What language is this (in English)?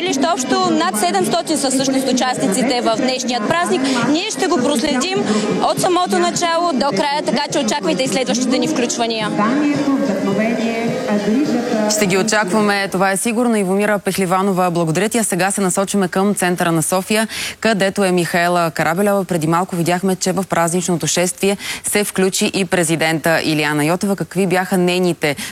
Bulgarian